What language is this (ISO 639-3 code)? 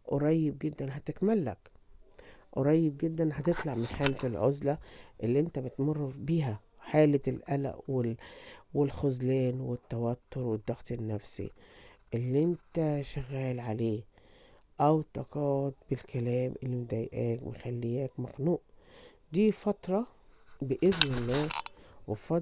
arz